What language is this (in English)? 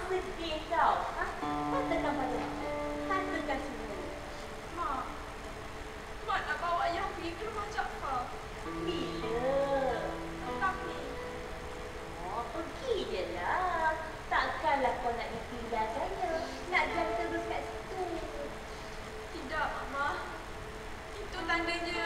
Malay